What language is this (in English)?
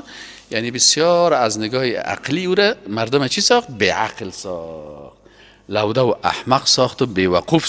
Persian